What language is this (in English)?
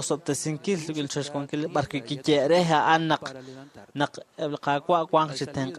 Kekchí